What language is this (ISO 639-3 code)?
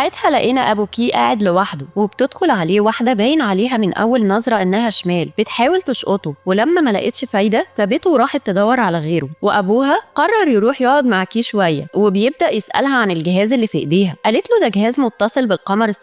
arz